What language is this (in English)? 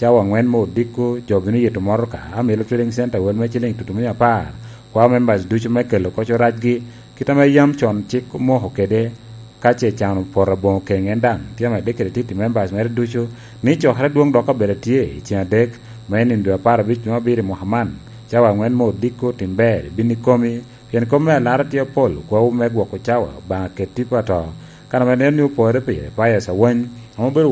Lango (Uganda)